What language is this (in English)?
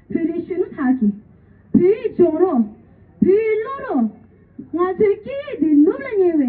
Tibetan